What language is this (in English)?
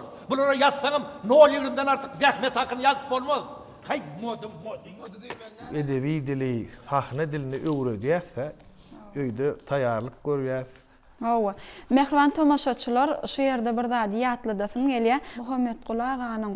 Turkmen